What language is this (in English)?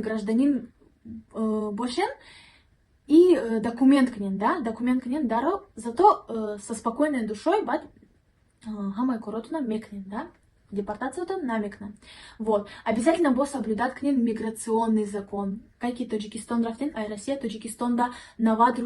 Tajik